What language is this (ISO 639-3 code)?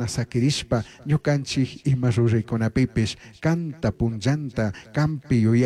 qug